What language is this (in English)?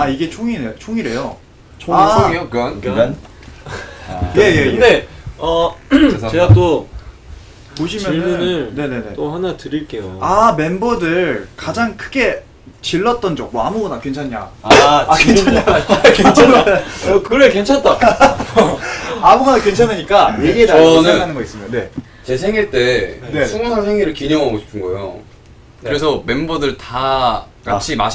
Korean